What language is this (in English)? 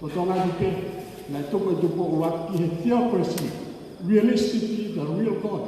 Tongan